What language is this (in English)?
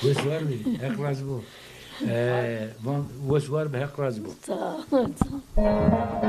Zaza